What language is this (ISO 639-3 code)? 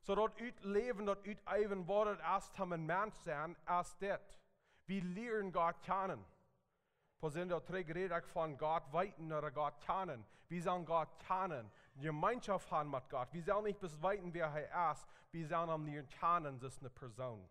pdt